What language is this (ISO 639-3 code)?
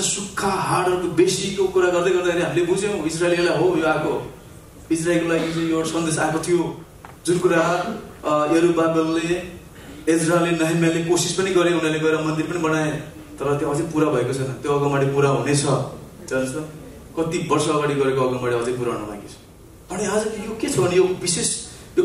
nep